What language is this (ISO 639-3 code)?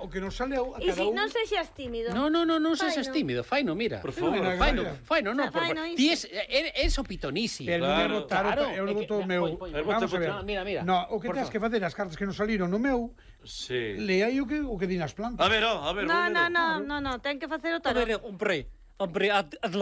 glg